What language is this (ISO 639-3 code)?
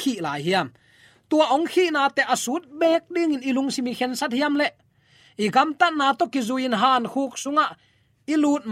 ctd